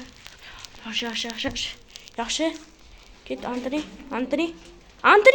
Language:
Uzbek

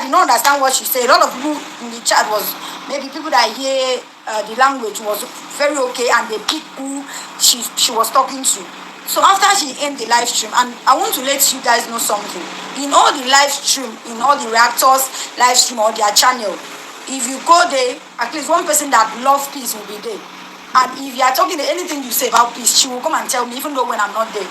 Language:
Nigerian Pidgin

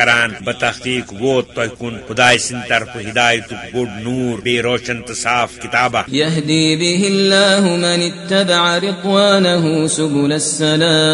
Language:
Kashmiri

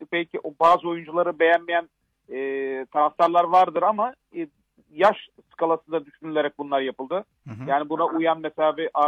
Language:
Turkish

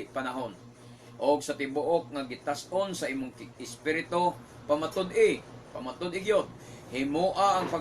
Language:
Cebuano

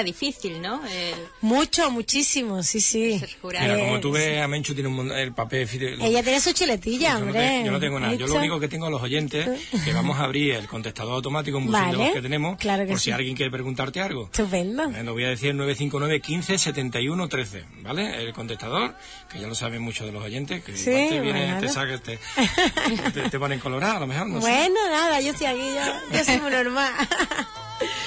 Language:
Spanish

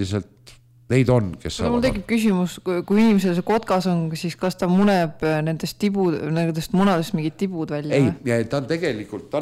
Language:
Estonian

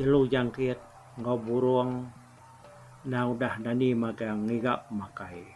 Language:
Iban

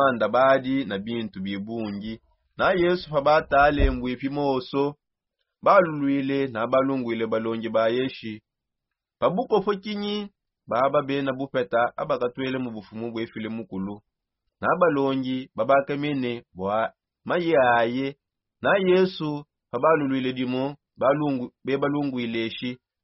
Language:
Songe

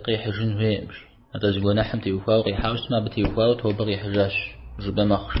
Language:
Kabardian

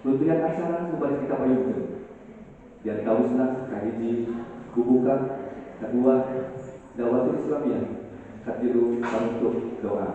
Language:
Sundanese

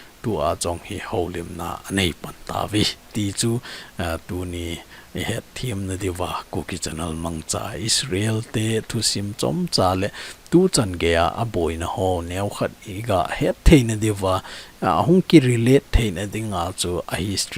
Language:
Thado Chin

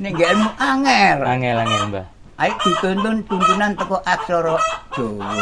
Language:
Javanese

